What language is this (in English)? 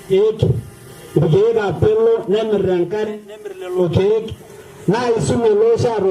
Masai